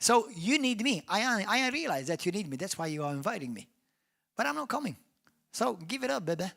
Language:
English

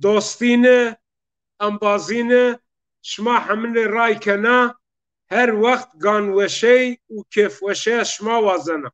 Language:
Zaza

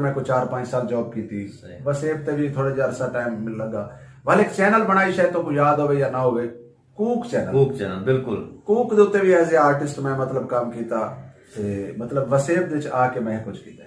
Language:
Saraiki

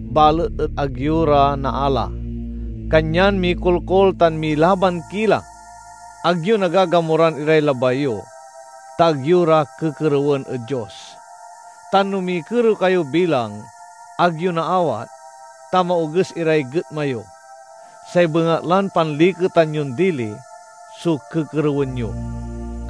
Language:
Pangasinan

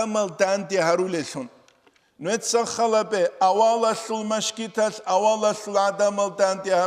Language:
Avaric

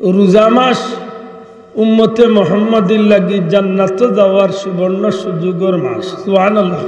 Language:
Sylheti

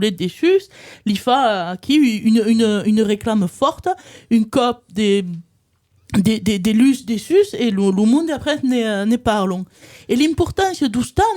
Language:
Occitan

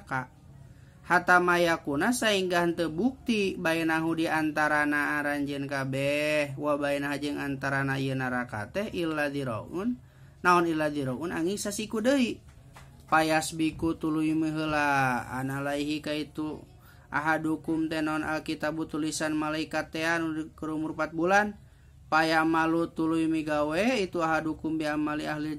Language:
Sundanese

